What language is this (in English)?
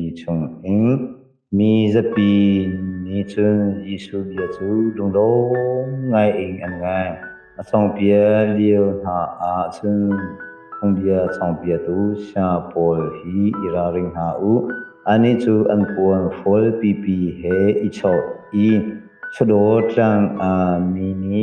Hakha Chin